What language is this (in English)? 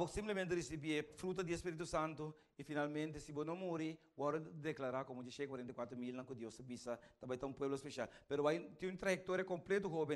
Papiamento